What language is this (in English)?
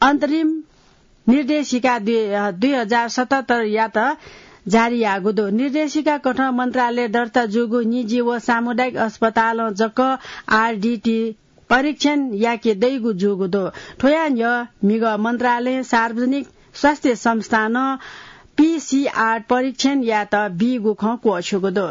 Newari